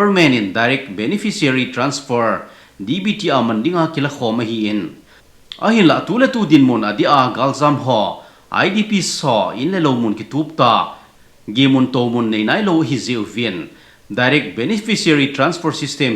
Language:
Thado Chin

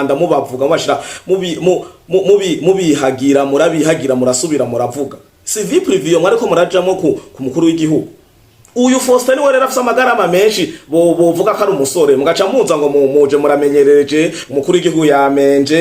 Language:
Rundi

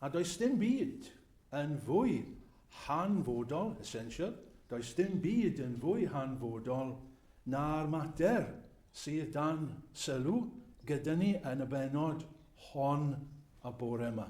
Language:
Welsh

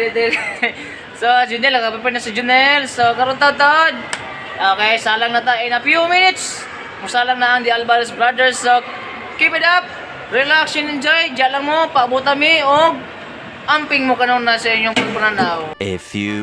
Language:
Cebuano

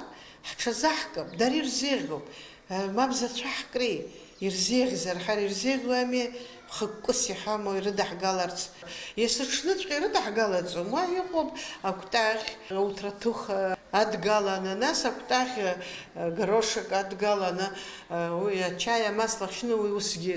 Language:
Abkhazian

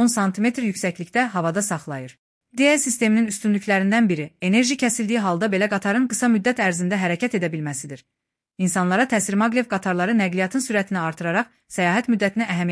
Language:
Azerbaijani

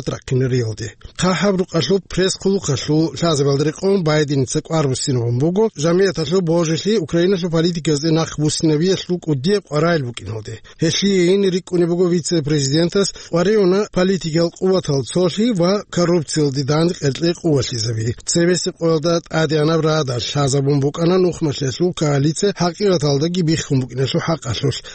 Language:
Avaric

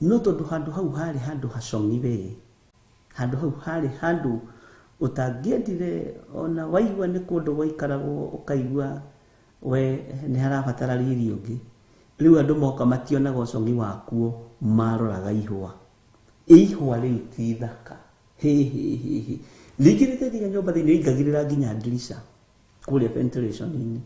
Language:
Kikuyu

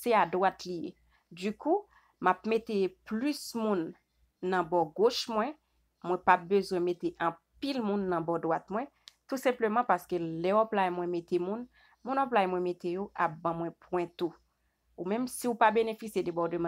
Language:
Haitian Creole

